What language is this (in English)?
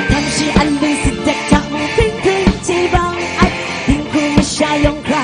Kachin